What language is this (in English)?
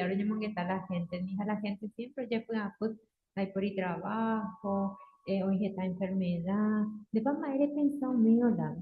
Guarani